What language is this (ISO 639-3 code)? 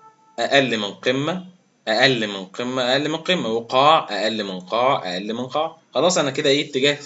arz